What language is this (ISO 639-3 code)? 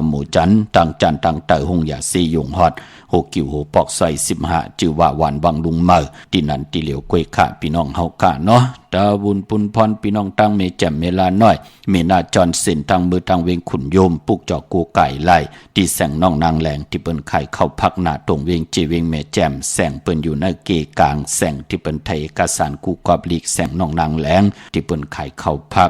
shn